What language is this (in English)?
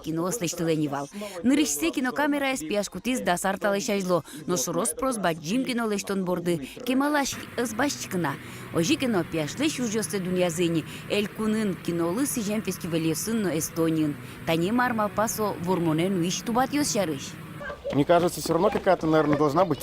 Udmurt